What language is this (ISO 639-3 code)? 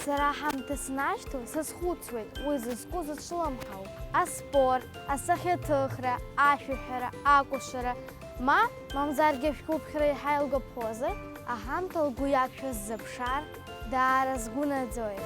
abk